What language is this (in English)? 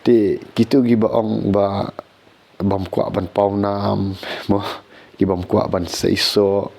Khasi